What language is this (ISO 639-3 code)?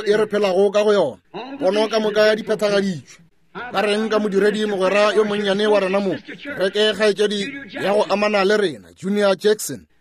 nso